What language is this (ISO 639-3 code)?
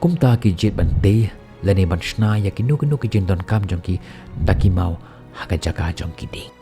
kha